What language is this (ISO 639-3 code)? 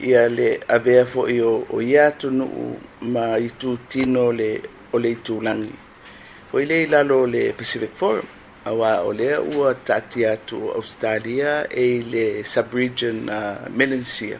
smo